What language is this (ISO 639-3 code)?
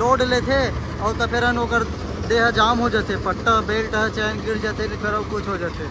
hne